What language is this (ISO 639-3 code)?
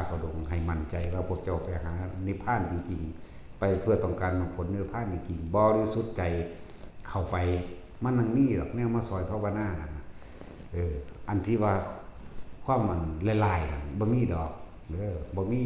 tts